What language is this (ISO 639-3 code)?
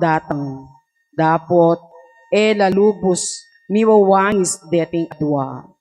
pam